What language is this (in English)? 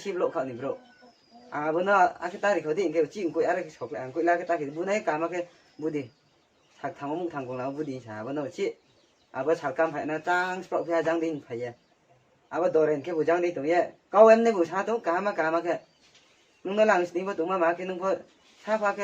Riang (India)